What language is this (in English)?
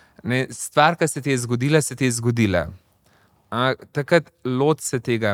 Slovenian